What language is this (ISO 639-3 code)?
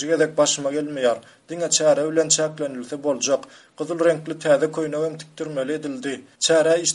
tuk